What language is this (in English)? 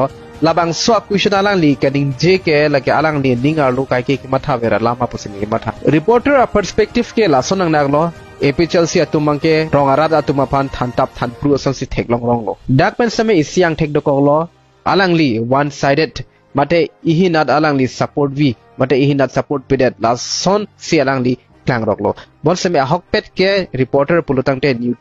Karbi